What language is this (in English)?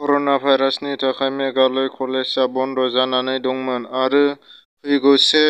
Bodo